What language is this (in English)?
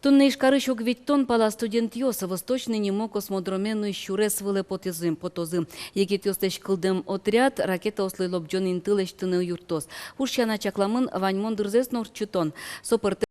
Udmurt